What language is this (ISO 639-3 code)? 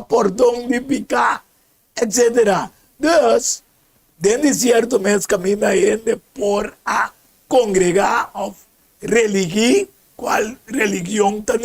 pap